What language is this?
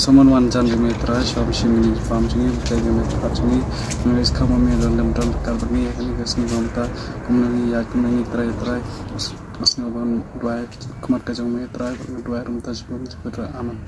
Khasi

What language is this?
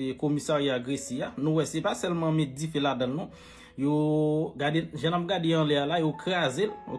Haitian Creole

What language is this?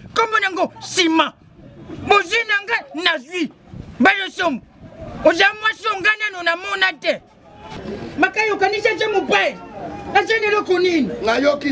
Lingala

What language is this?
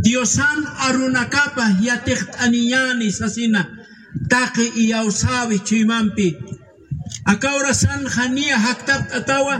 Aymara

